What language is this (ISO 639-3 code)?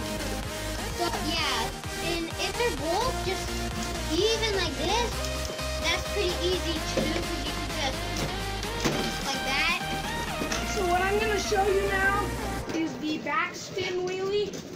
eng